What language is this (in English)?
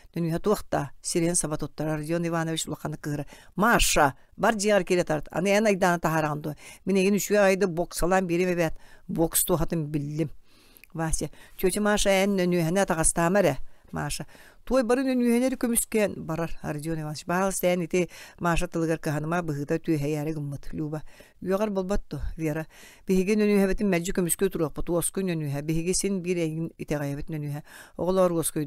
Yakut